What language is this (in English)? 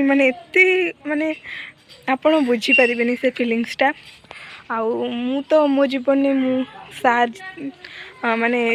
Odia